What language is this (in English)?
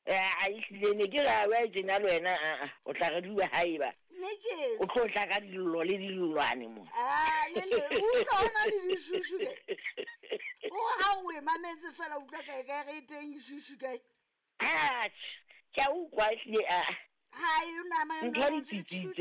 Southern Sotho